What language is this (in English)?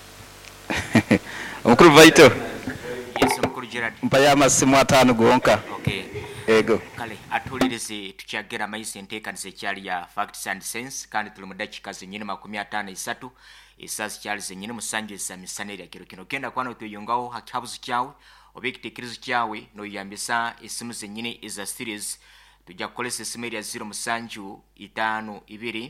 Nyoro